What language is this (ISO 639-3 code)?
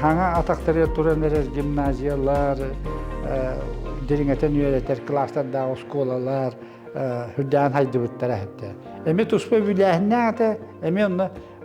sah